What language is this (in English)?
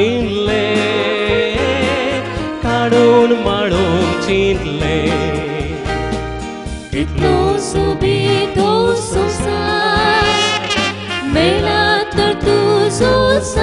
Konkani